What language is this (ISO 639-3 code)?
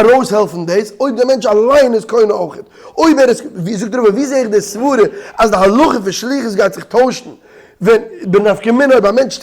yid